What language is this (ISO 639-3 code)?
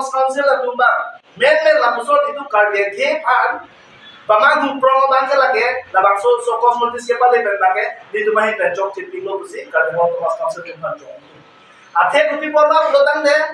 mjw